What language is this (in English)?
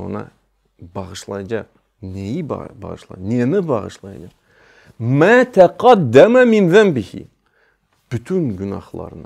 Crimean Tatar